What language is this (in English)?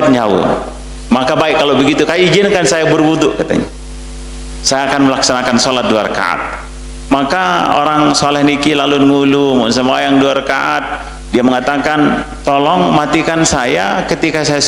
Sasak